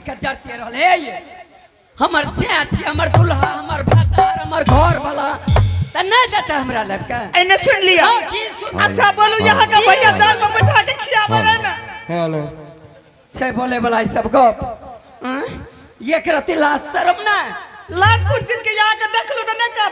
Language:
Angika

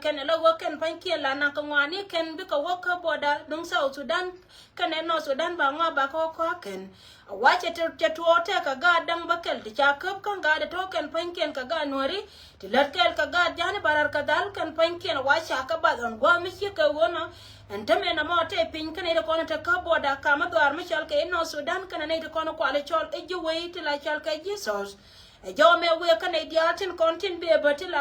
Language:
Nuer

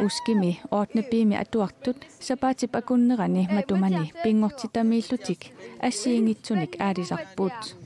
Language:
Kalaallisut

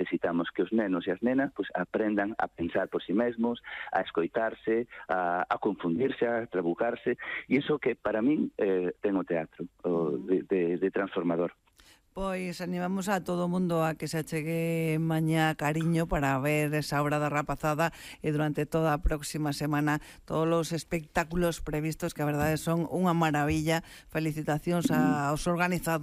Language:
Galician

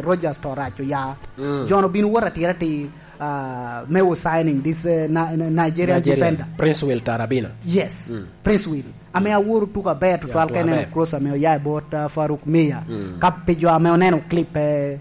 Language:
Lango (Uganda)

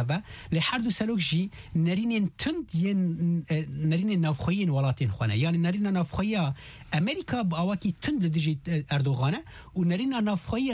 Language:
Kurdish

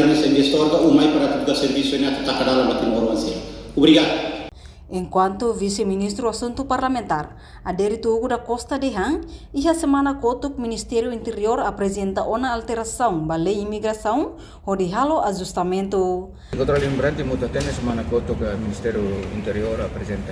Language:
Tetum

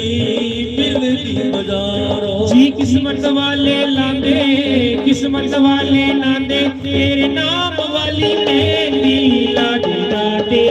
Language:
Dogri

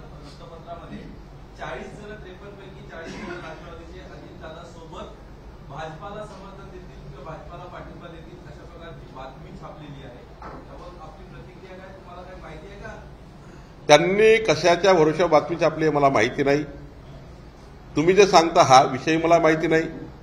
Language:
Marathi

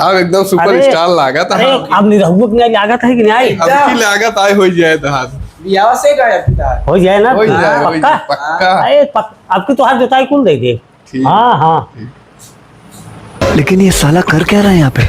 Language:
Awadhi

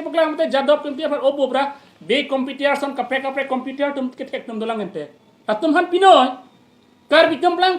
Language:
Karbi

